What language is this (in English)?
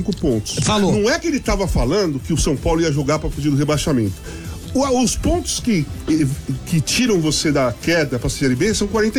Portuguese